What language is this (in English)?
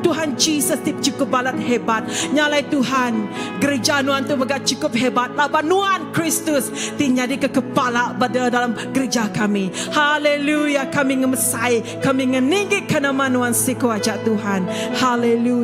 Iban